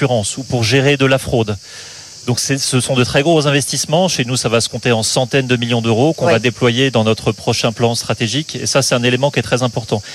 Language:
French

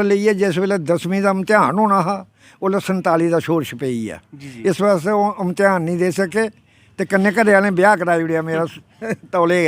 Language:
Dogri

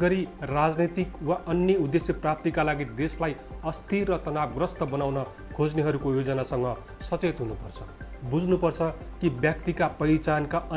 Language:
Nepali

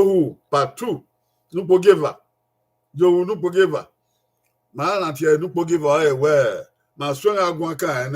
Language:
Bini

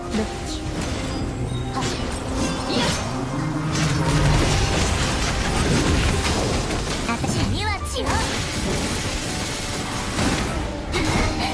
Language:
Japanese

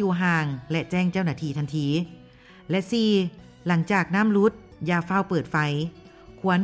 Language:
Lao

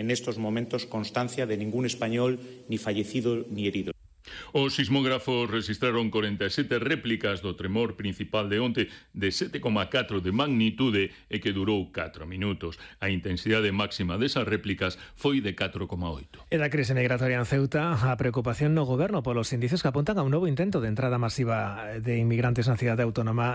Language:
Galician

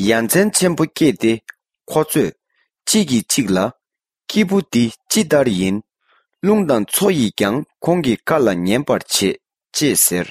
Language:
Tibetan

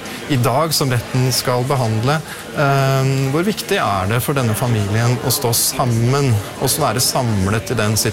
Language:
Norwegian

